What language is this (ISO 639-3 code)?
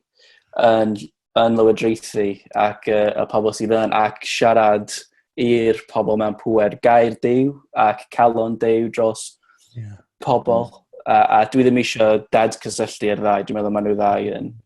cym